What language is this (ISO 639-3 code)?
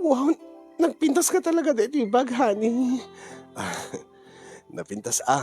ilo